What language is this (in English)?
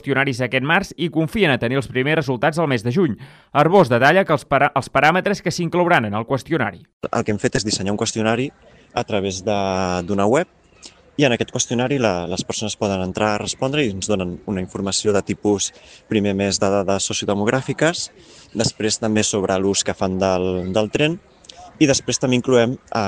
Catalan